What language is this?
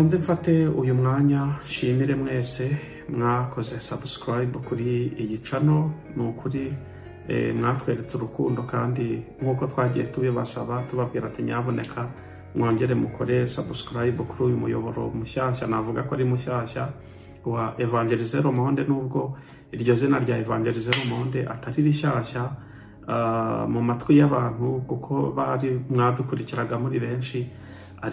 Kinyarwanda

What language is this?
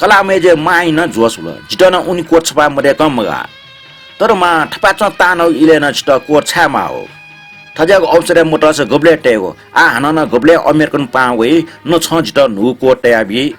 Newari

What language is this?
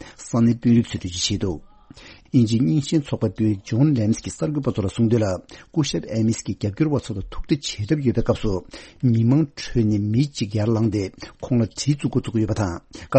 Tibetan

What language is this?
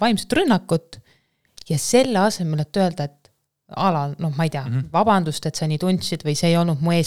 Estonian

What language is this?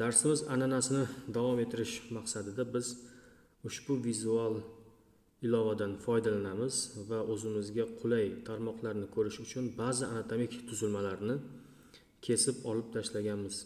Uzbek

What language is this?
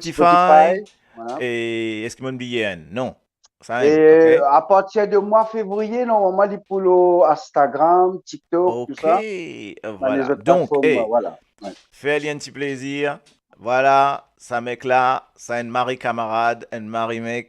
Morisyen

